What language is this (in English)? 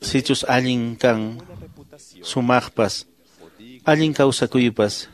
Quechua